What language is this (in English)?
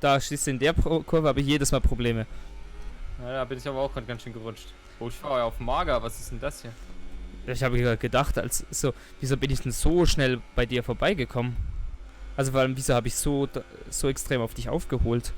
Swiss German